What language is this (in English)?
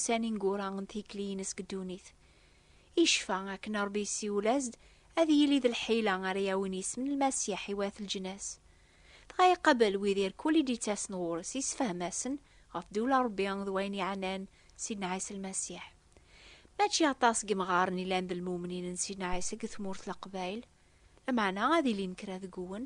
Kabyle